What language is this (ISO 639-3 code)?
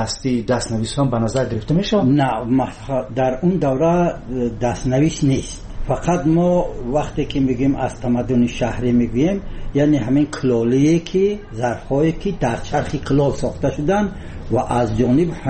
fas